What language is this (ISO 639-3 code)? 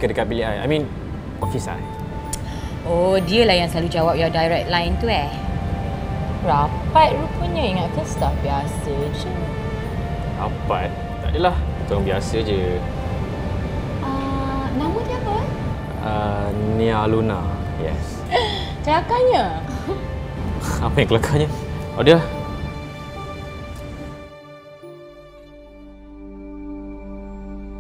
msa